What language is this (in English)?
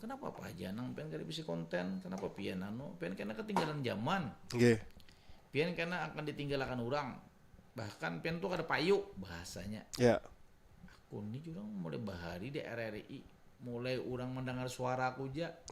Banjar